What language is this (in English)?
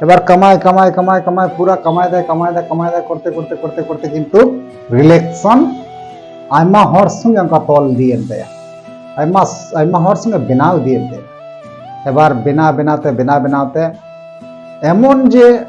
Santali